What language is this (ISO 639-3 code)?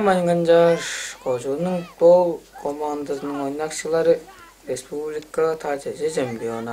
tyv